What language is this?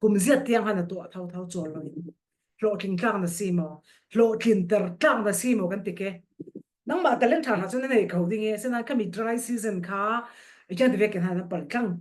Falam Chin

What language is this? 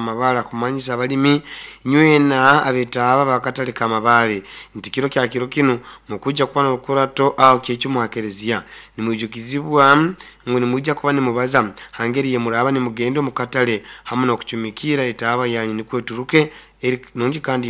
Nyoro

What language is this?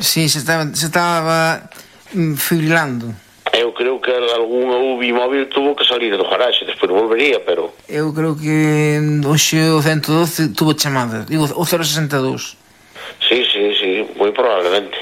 Galician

